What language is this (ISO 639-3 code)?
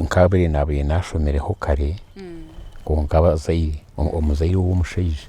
nyn